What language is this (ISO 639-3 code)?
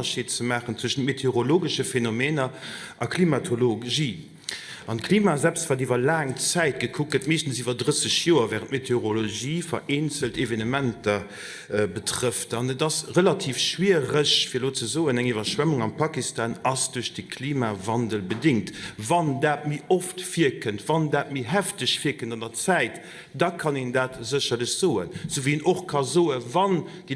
ltz